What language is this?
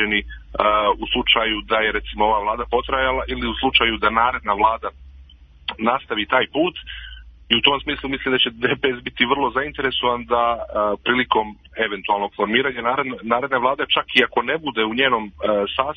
Serbian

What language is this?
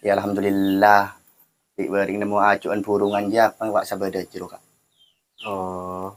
Madurese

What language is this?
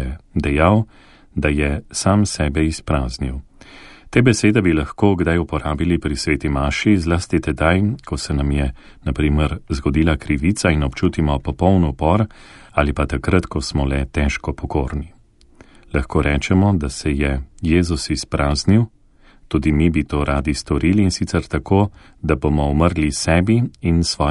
Slovenian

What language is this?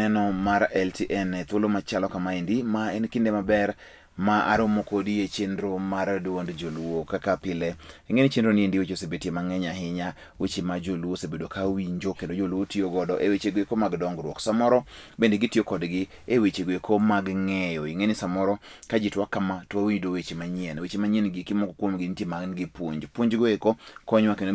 Luo (Kenya and Tanzania)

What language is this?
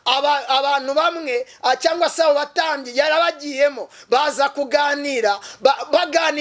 Kinyarwanda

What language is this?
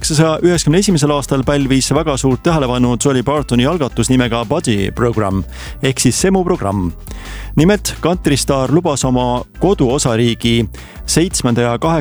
Estonian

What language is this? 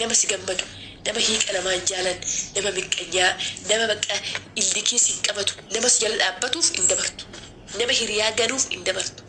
Oromo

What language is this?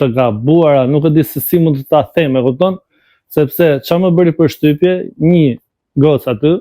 Albanian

